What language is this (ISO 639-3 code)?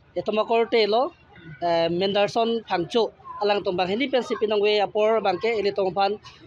mjw